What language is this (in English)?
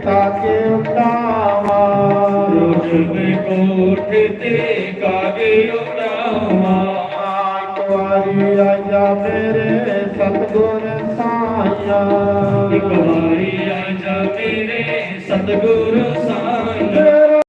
Dogri